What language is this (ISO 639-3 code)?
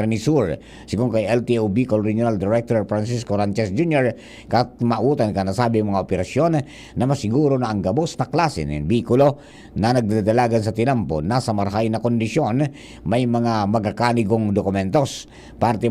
bik